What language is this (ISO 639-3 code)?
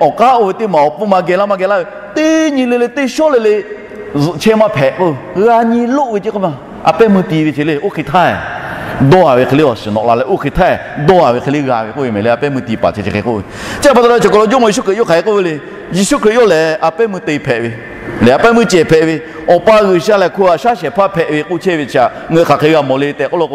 lhu